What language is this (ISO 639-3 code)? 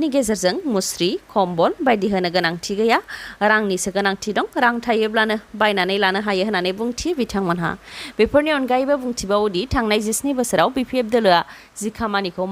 brx